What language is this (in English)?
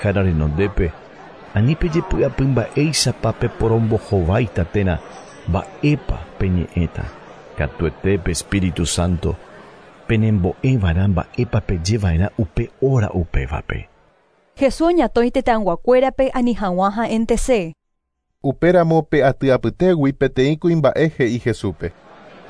Guarani